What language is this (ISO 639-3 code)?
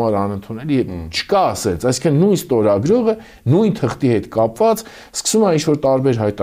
hye